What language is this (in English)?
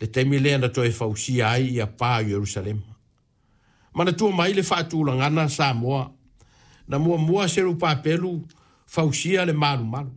Samoan